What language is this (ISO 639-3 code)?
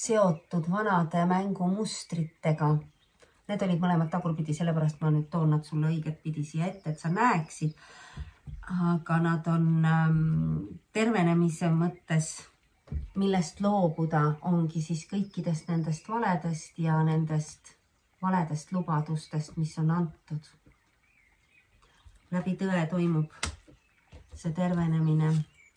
est